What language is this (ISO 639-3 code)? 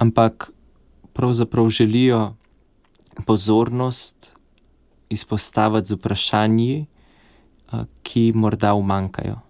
slv